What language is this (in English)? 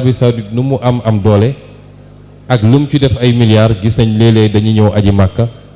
Wolof